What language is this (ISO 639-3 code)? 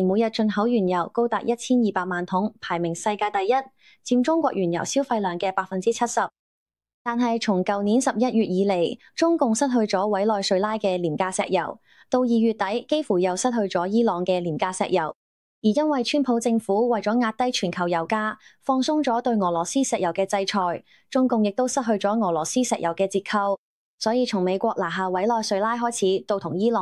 yue